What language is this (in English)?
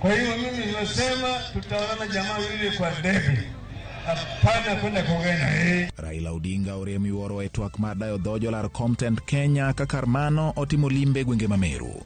Luo (Kenya and Tanzania)